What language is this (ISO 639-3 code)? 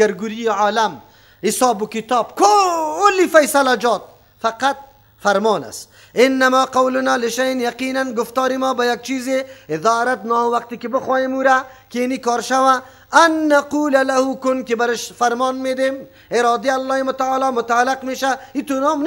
fas